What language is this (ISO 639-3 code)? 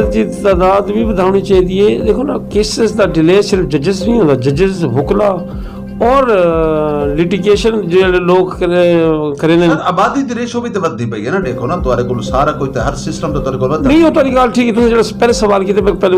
skr